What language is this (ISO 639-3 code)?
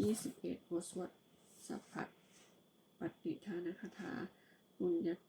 pli